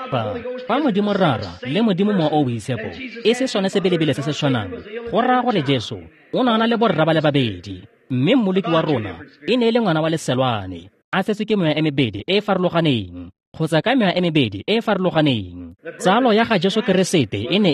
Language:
Tswana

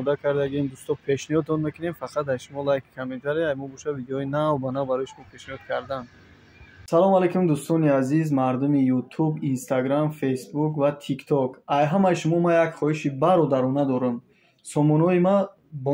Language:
Tajik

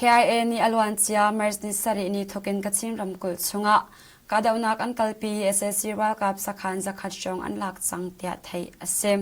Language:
Hakha Chin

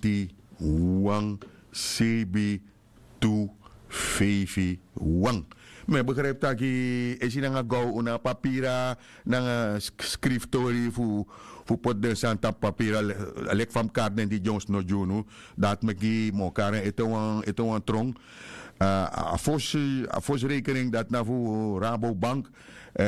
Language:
Sranan Tongo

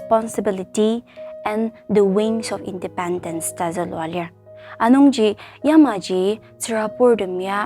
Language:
Ao Naga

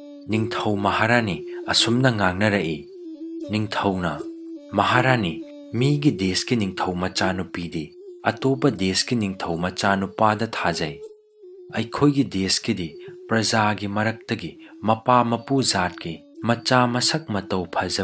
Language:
Manipuri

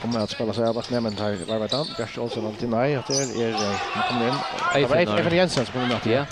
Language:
Faroese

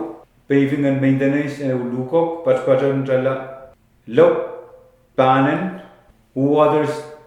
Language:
Pohnpeian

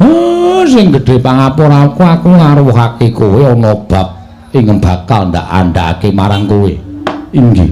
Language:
Javanese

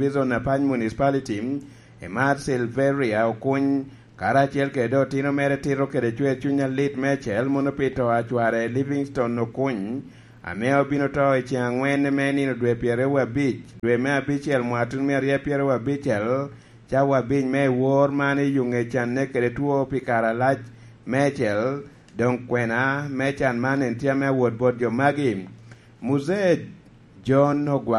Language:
Lango (Uganda)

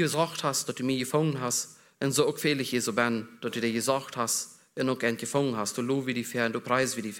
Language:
German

